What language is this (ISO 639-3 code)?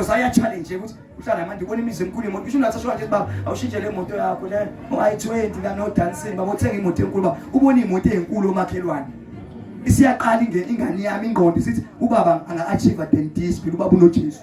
zul